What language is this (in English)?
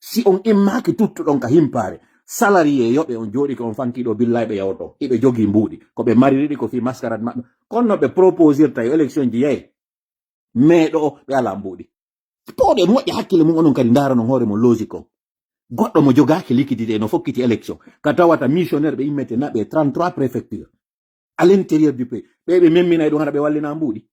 Fula